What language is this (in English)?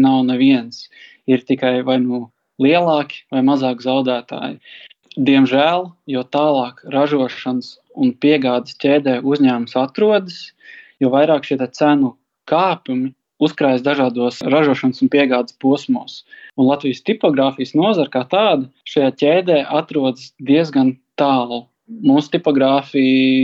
Latvian